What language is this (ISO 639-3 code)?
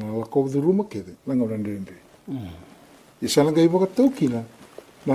fij